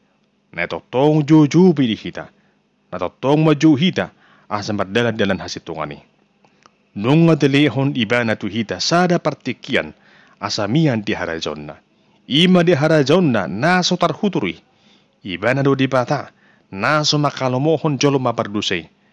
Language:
Batak Toba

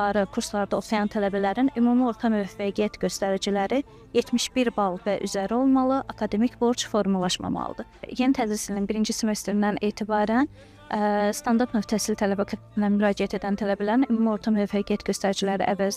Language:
Azerbaijani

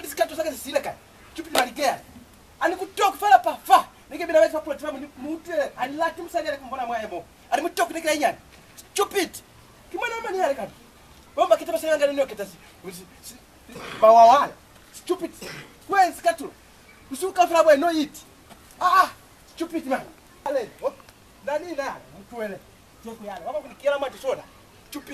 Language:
Lozi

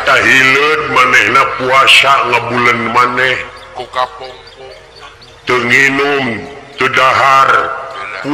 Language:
Sundanese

